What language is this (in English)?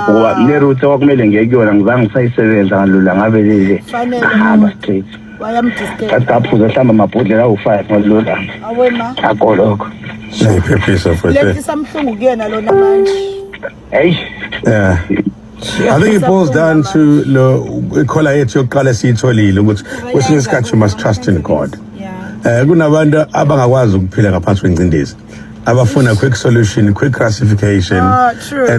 Zulu